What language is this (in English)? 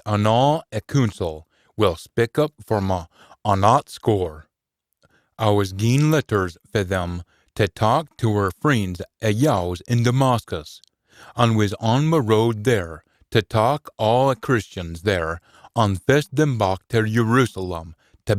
Scots